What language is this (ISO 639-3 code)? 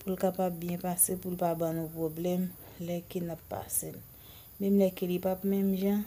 hat